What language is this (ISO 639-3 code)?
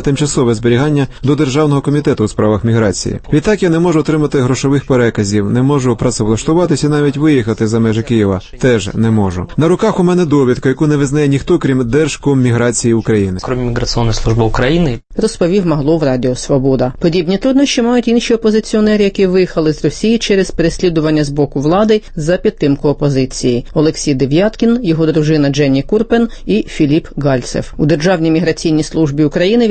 ukr